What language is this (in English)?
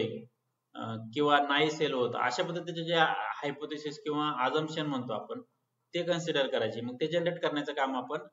Marathi